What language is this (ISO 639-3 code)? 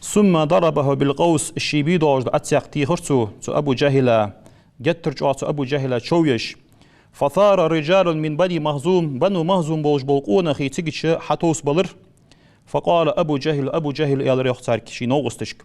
inh